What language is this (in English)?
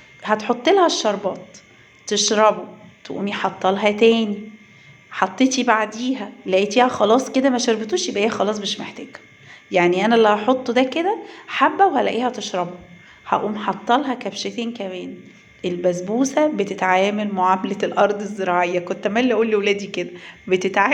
Egyptian Arabic